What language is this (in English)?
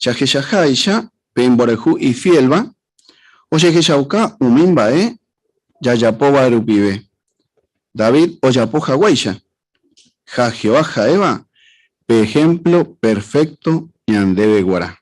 Guarani